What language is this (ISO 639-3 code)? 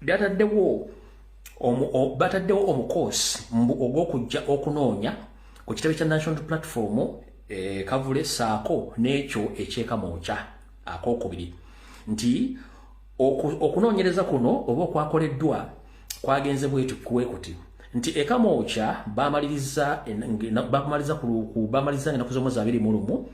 lug